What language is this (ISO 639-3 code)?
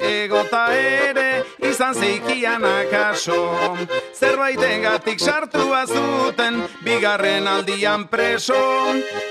eus